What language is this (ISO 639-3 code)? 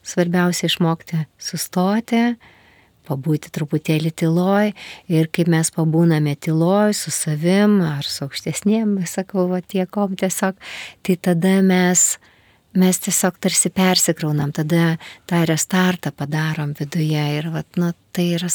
lit